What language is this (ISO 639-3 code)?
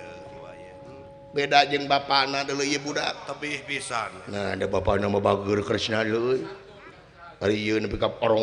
sun